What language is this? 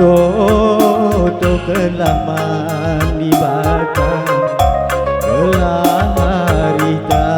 Batak Karo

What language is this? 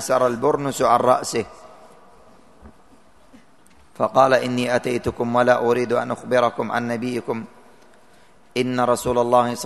Arabic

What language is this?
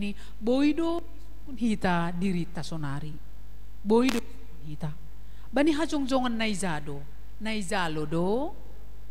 Batak Simalungun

